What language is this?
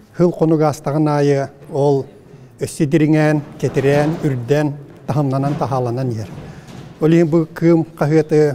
Yakut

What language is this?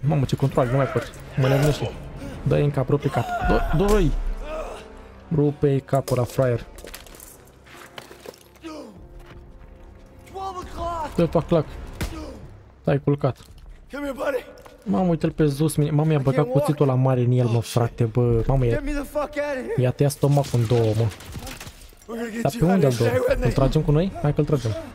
Romanian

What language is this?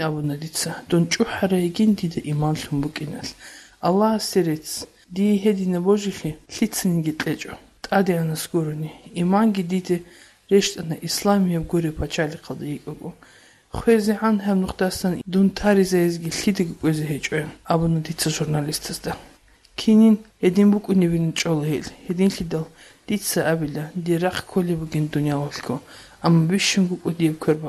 Avaric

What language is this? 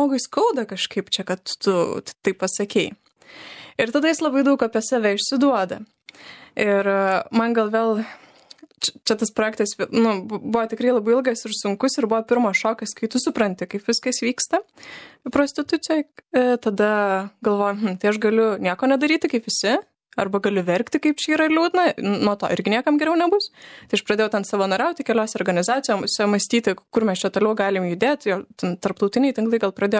Lithuanian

